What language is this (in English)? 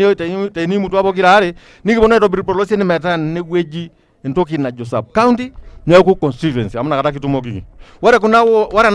Masai